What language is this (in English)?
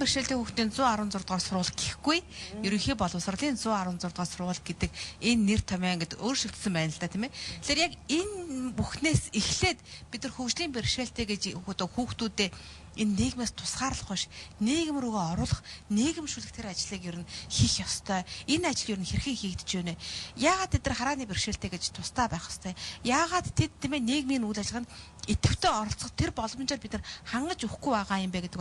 Mongolian